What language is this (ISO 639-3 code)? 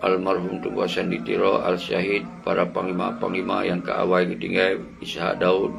ace